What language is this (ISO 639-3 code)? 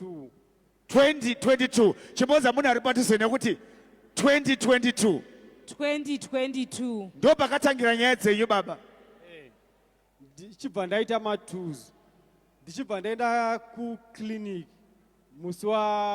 sna